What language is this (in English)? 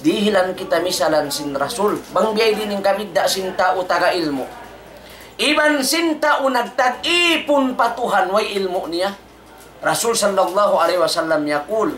Tausug